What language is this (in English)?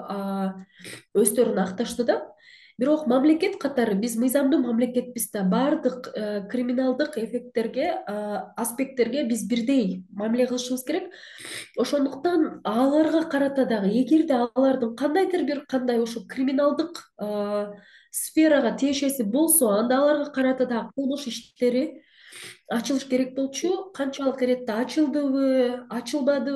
Kyrgyz